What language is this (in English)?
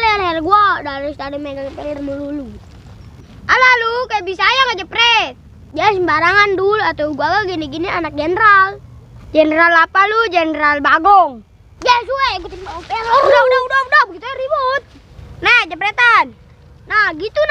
Betawi